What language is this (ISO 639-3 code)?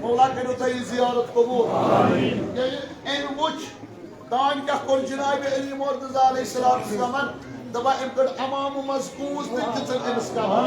kas